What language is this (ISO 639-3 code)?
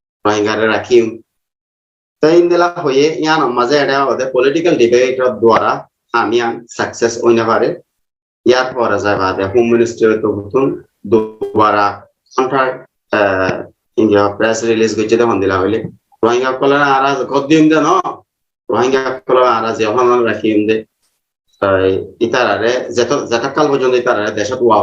rhg